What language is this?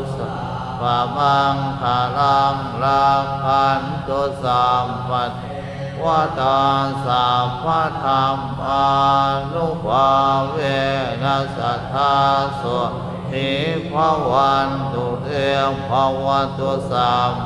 Pali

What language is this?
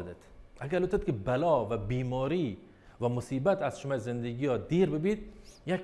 Baluchi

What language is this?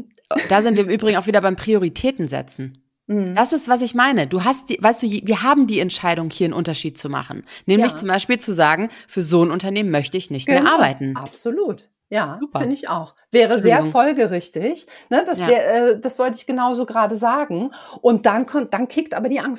German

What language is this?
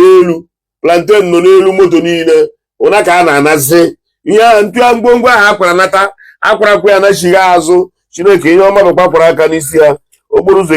Igbo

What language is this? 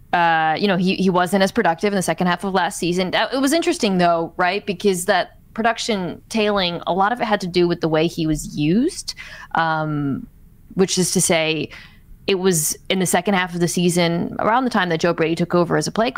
English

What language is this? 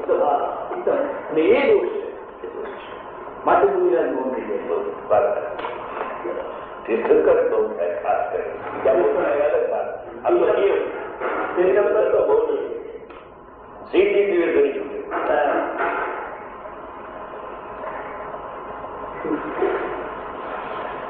Gujarati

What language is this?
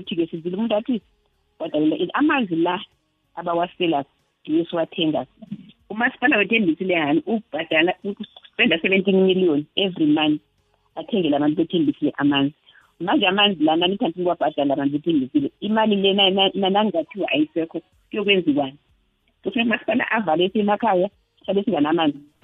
South Ndebele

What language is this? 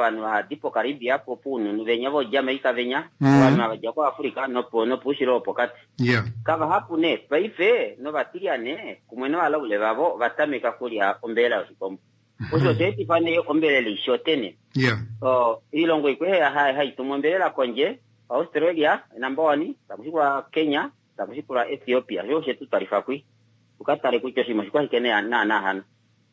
Kuanyama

